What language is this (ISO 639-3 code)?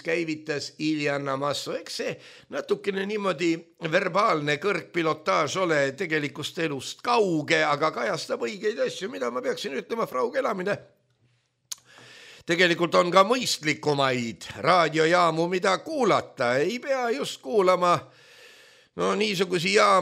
est